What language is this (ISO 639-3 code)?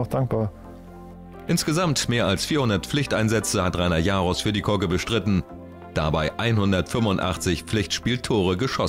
deu